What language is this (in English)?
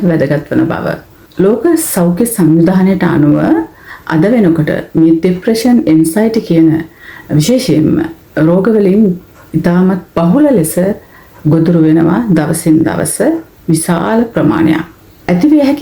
Sinhala